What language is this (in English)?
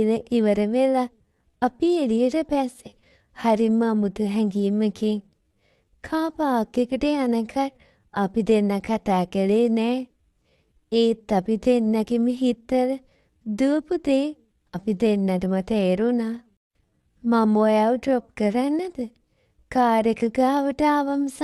Sinhala